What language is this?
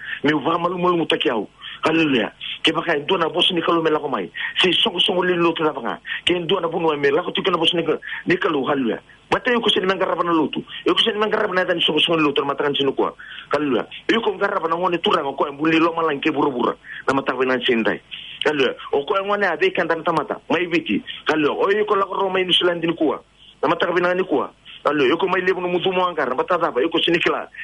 Fijian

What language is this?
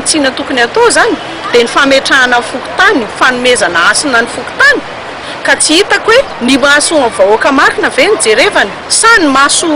Malagasy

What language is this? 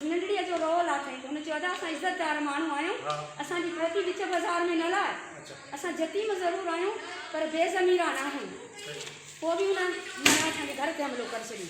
Sindhi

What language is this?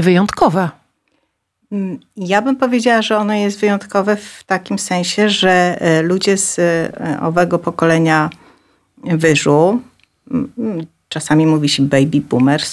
Polish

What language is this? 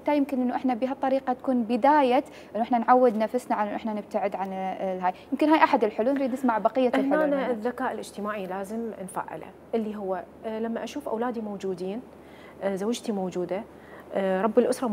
Mesopotamian Arabic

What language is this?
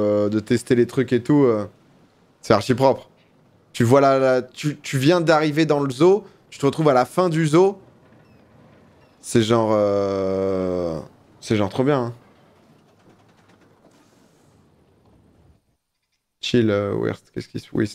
French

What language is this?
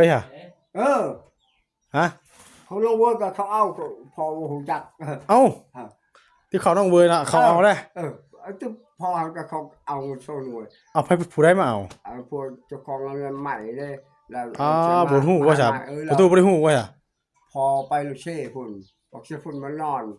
Northeastern Thai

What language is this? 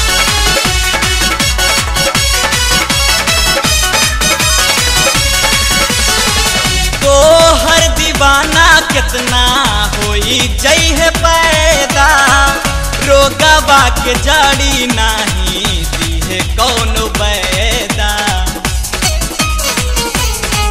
Bhojpuri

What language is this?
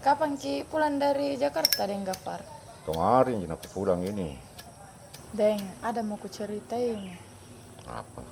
Makassar Malay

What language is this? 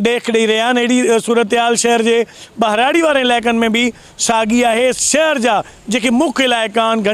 Sindhi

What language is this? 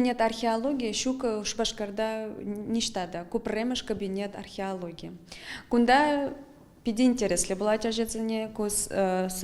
Chuvash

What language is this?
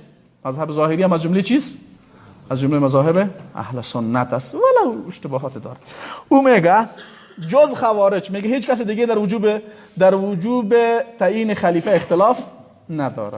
Persian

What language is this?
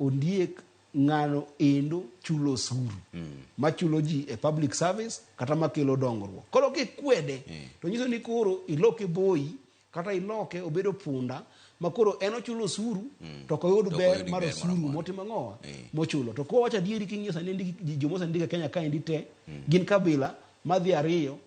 Luo (Kenya and Tanzania)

